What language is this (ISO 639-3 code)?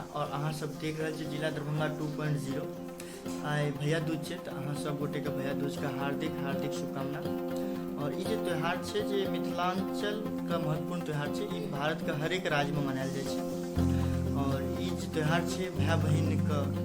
mai